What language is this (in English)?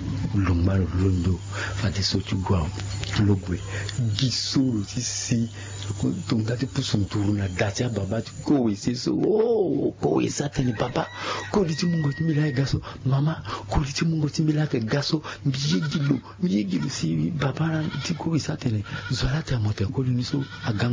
Sango